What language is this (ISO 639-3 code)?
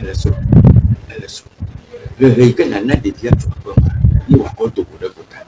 ewe